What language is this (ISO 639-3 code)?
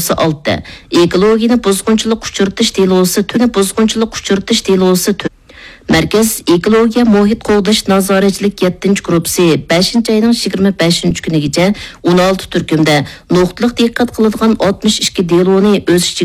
uig